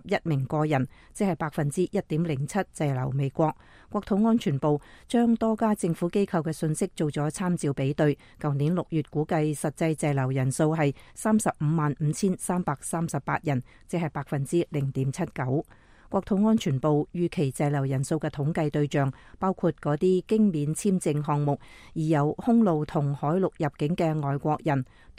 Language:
Cantonese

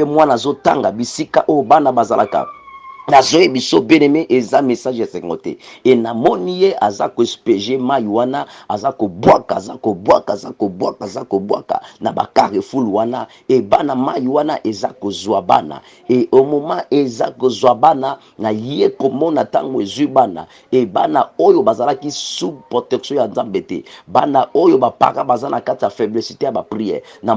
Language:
Lingala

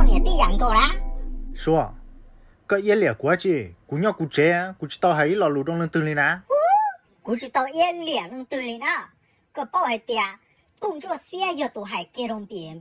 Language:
Hmong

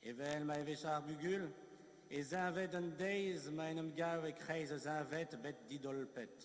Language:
Breton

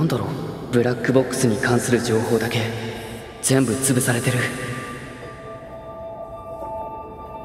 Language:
Japanese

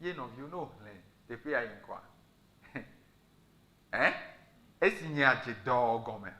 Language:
Ewe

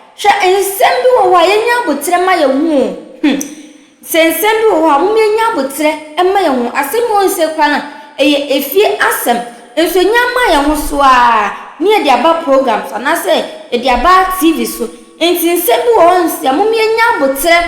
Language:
Akan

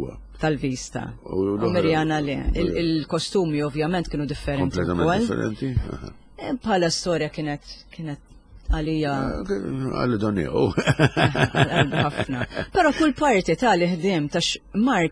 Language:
Maltese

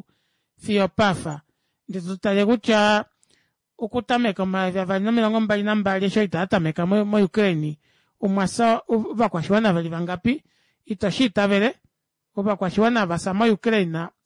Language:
Kuanyama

